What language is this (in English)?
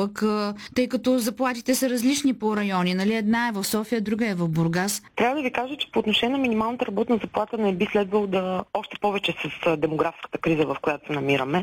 Bulgarian